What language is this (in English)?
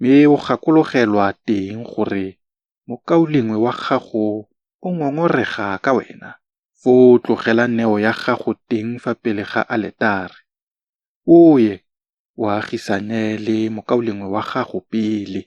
Tswana